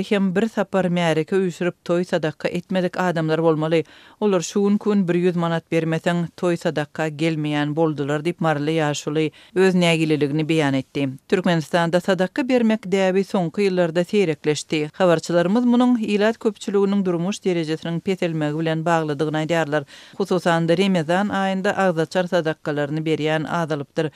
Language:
Turkmen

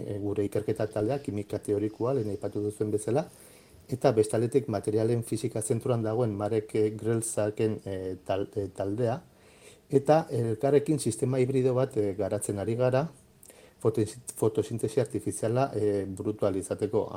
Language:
Basque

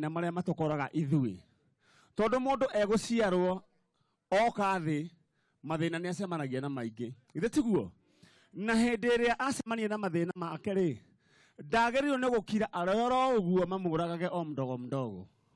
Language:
Kikuyu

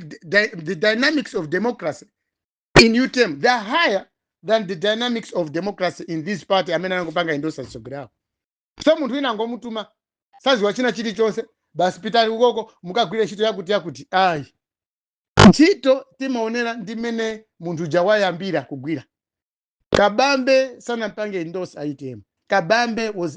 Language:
Nyanja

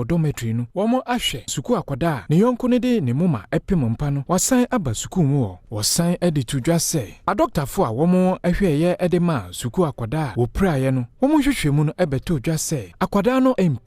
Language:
Akan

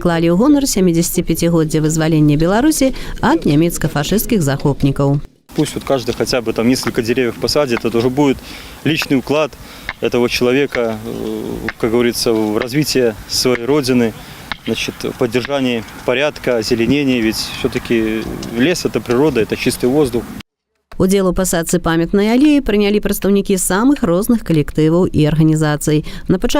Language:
Belarusian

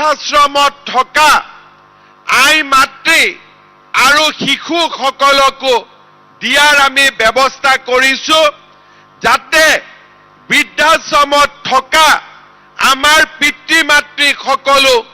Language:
Assamese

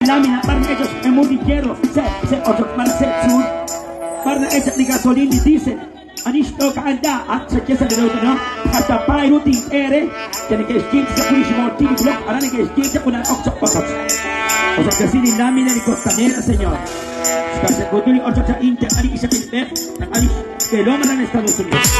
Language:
Kekchí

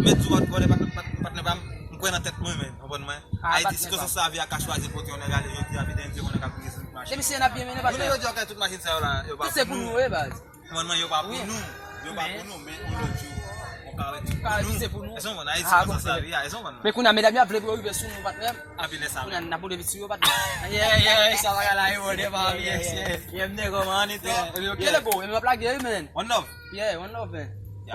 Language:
Haitian Creole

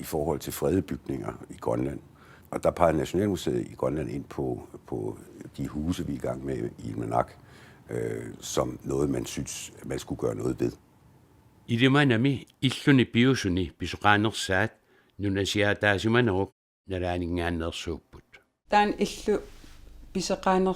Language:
Kalaallisut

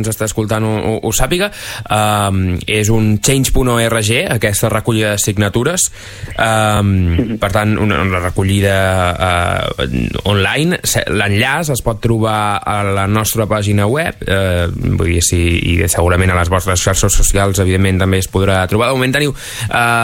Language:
Catalan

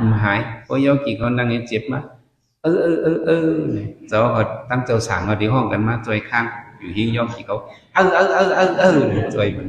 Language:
Shan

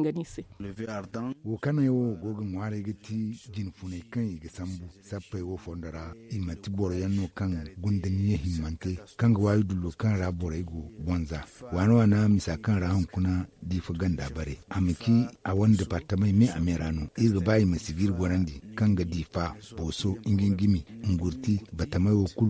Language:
Zarma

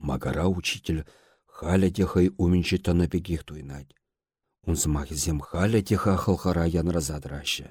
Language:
Chuvash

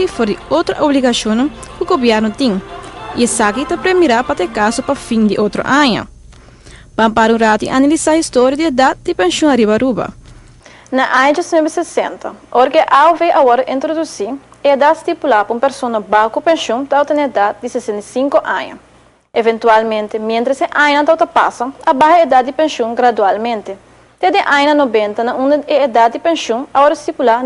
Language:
Papiamento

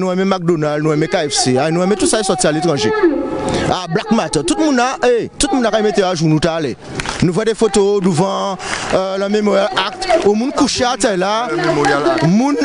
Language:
Guadeloupean Creole French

